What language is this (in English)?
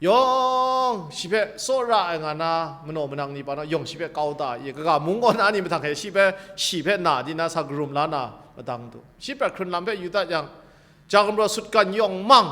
Kachin